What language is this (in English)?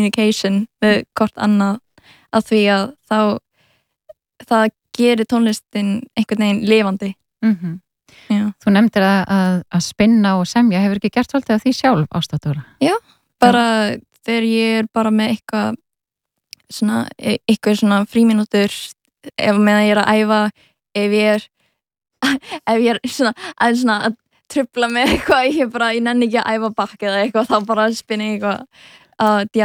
Icelandic